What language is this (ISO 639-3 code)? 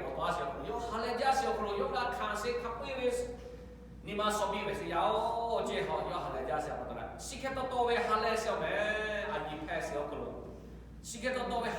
lhu